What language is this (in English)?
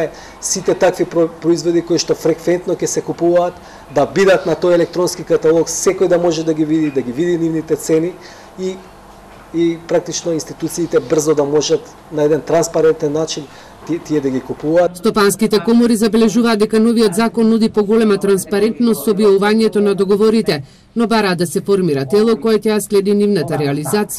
Macedonian